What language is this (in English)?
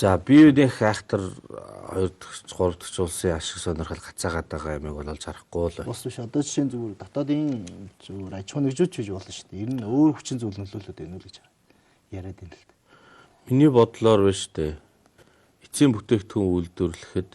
Mongolian